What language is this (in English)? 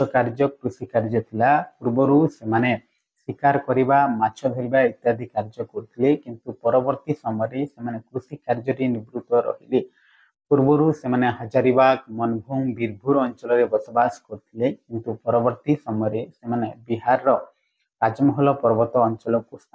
Odia